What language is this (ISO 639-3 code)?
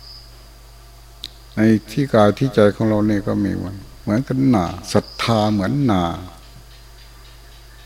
tha